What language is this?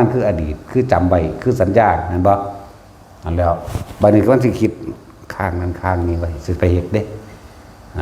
Lao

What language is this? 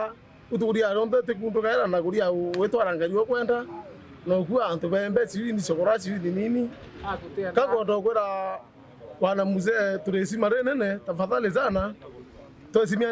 Meru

